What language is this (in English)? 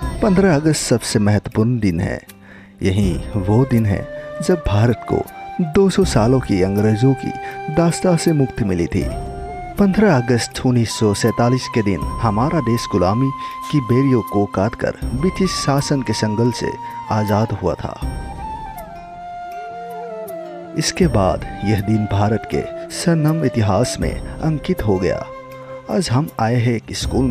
Hindi